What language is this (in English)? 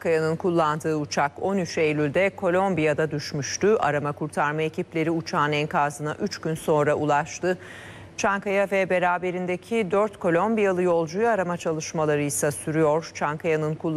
Turkish